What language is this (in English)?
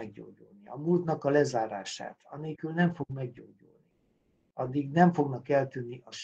Hungarian